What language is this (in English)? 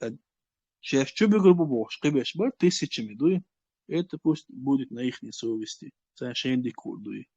Chechen